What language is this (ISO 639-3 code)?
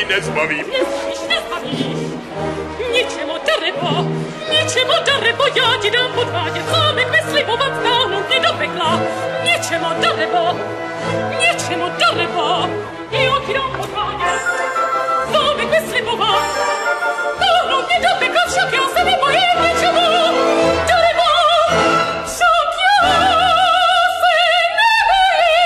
ces